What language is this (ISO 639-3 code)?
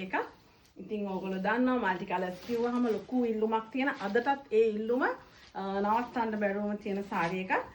sin